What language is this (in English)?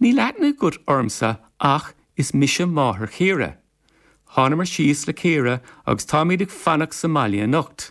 Irish